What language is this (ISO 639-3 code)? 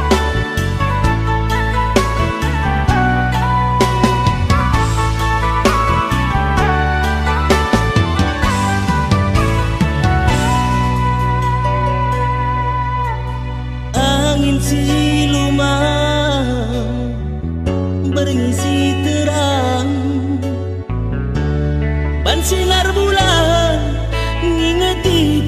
btx